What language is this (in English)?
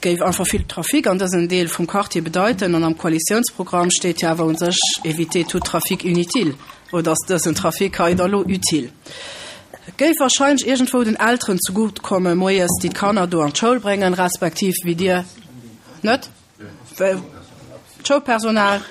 Luxembourgish